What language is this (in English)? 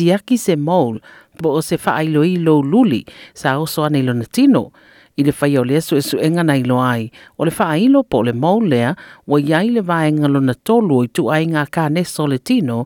Samoan